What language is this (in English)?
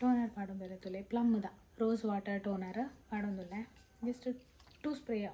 Tulu